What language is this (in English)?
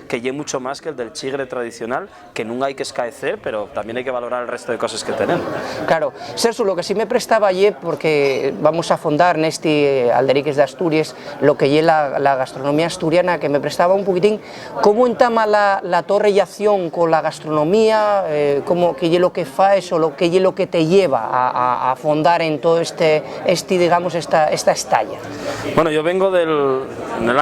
Asturian